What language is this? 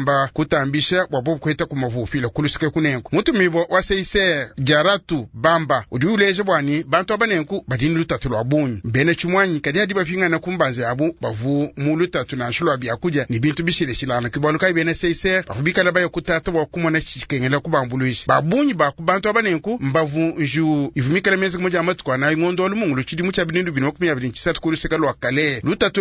Luba-Lulua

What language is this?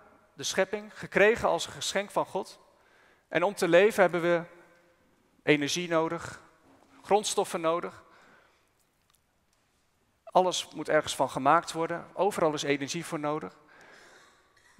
Dutch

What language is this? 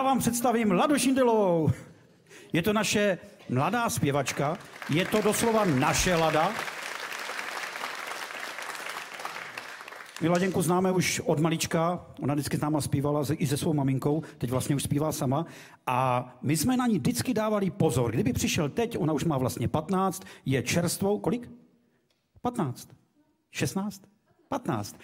Czech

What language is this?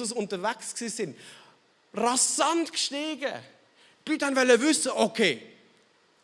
Swiss German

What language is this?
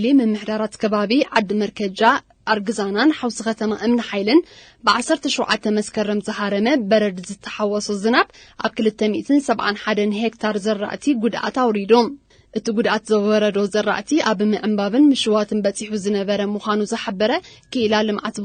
Tigrinya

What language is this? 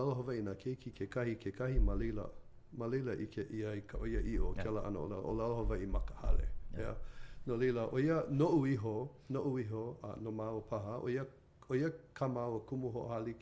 Hawaiian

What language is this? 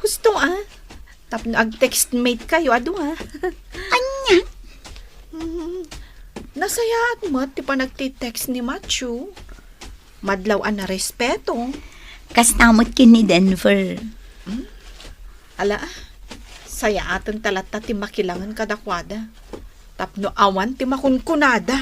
Iloko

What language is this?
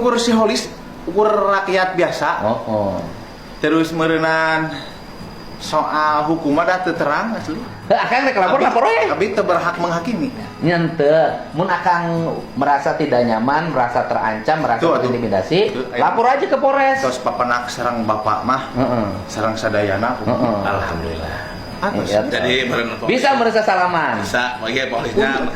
Sundanese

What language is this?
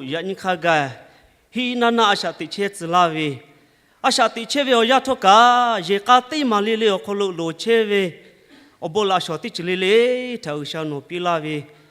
Lahu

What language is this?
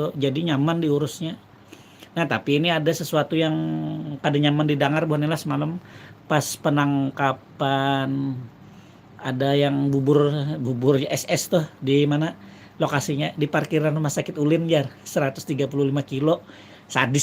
Banjar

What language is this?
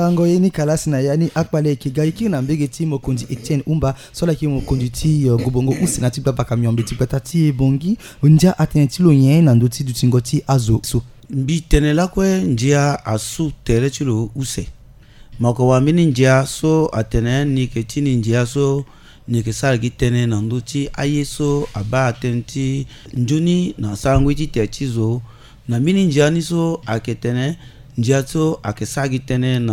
Sango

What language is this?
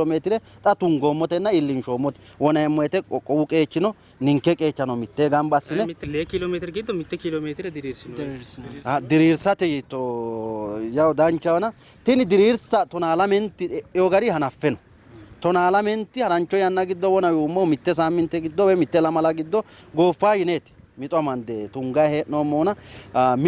Sidamo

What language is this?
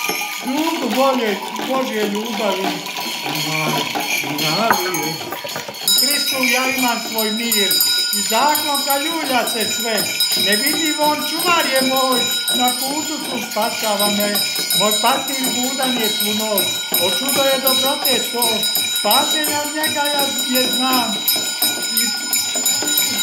Croatian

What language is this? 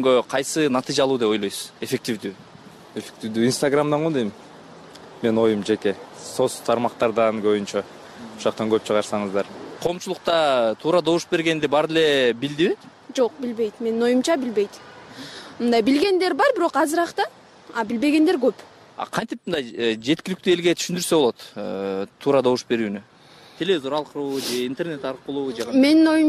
Kyrgyz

